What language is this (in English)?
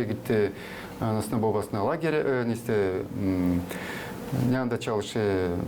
Gagauz